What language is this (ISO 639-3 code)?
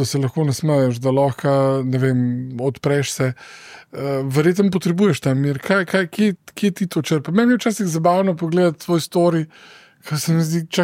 slv